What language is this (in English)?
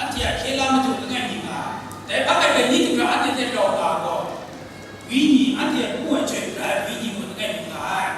Kachin